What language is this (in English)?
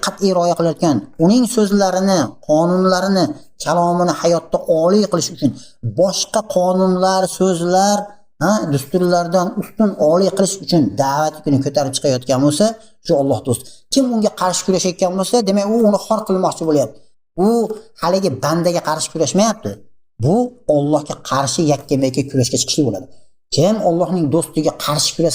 Uzbek